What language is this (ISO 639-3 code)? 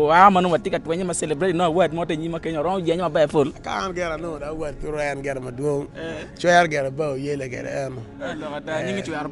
ach